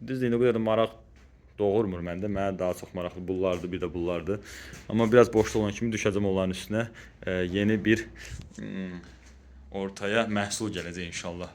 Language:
Azerbaijani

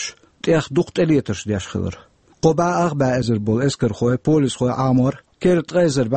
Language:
Chechen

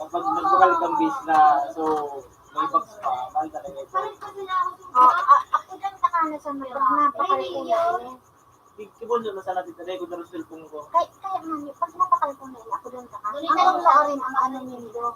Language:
Bikol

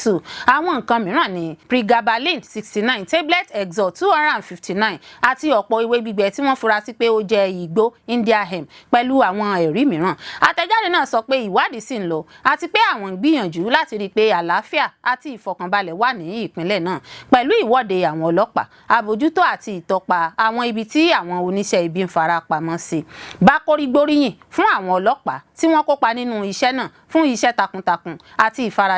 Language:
Yoruba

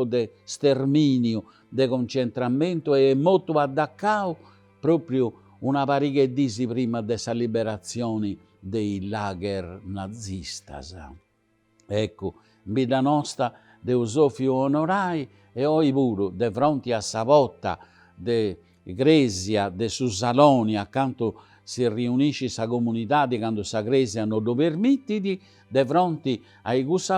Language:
Sardinian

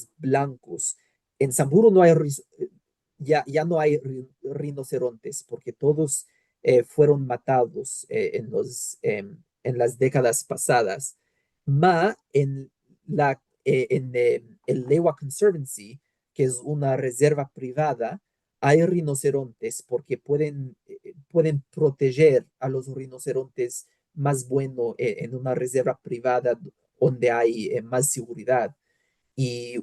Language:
Ladino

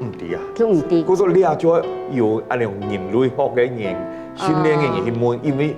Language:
Hakka Chinese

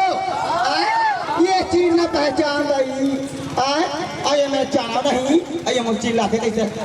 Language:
Chhattisgarhi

